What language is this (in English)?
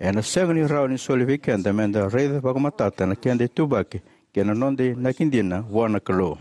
Fijian